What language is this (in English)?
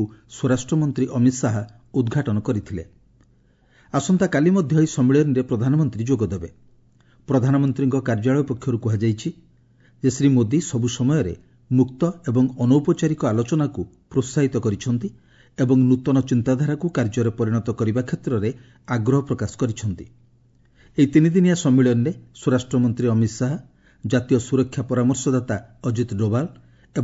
Odia